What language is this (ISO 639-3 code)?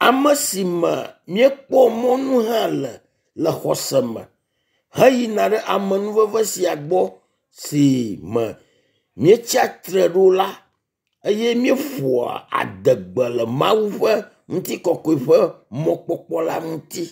ewe